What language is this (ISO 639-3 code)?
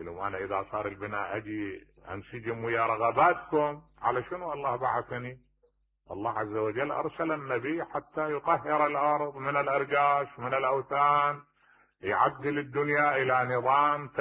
acm